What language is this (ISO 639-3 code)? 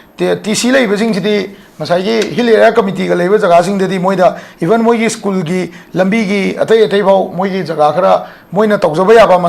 mni